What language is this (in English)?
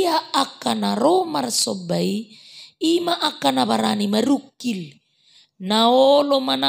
Batak Toba